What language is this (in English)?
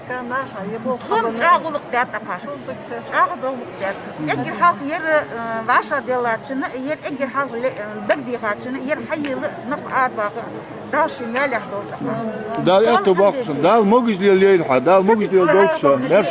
Ingush